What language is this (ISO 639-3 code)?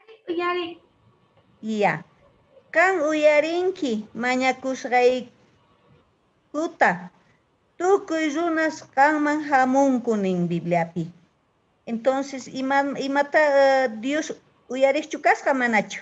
que